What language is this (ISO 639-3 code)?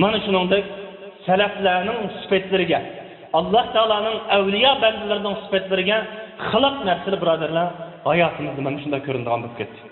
uig